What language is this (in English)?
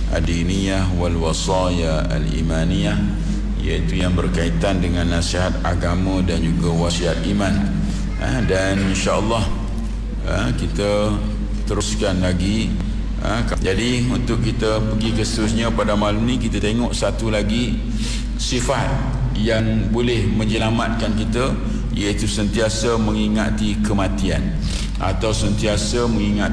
Malay